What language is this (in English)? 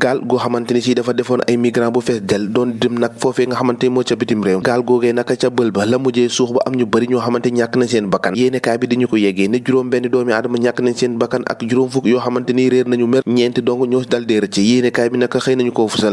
Wolof